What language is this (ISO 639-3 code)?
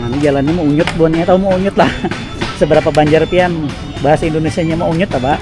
bjn